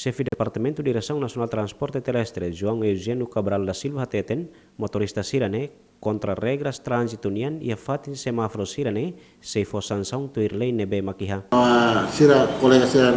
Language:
Tetum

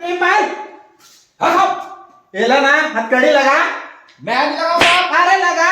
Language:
Chhattisgarhi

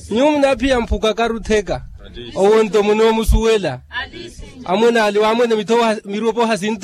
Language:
Makhuwa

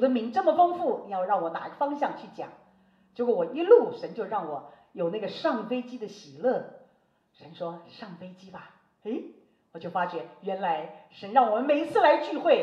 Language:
Chinese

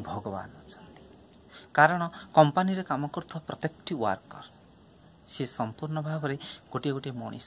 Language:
Odia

